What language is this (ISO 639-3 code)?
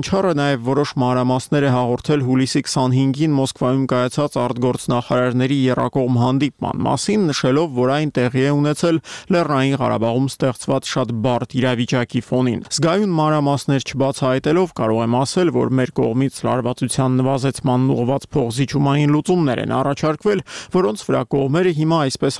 hye